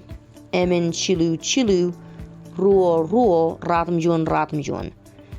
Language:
Marshallese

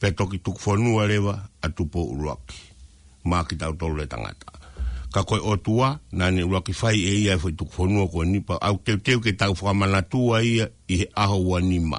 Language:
Tongan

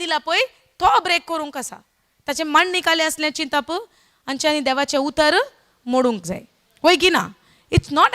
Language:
Konkani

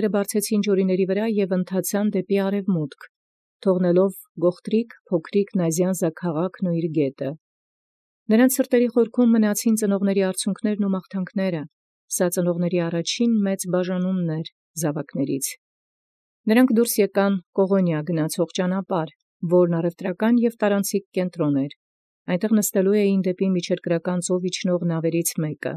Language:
Armenian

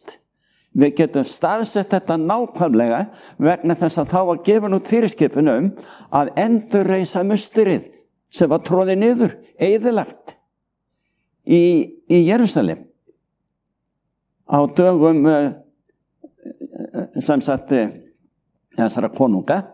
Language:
Icelandic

